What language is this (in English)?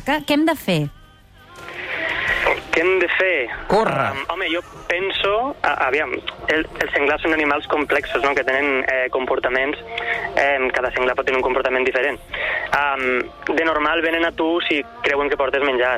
Catalan